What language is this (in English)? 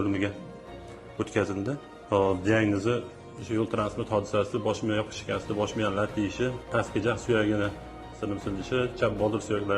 Uzbek